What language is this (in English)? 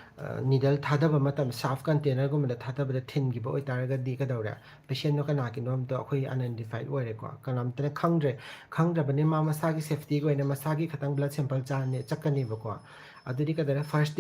Manipuri